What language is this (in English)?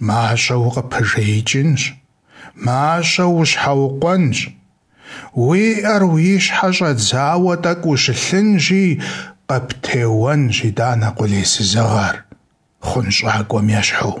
Kabardian